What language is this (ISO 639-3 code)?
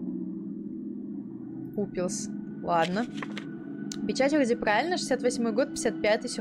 rus